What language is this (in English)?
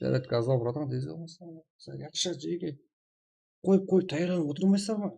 Kara-Kalpak